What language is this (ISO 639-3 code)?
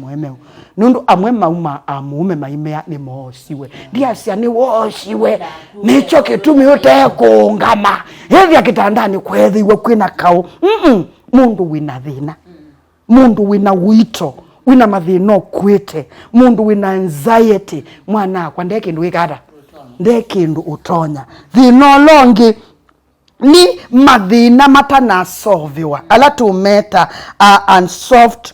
kam